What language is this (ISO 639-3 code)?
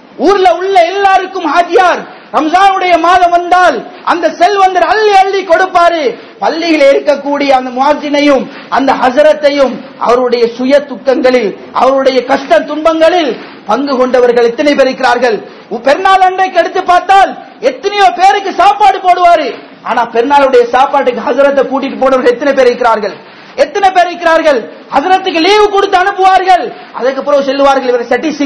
tam